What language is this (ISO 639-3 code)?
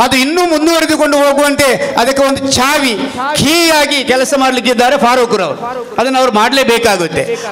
kan